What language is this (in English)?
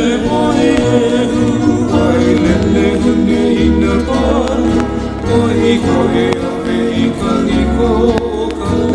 Hawaiian